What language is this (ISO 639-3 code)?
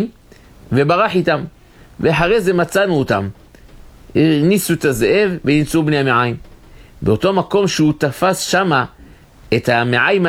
heb